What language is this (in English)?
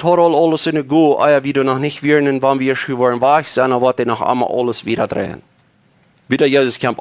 Plautdietsch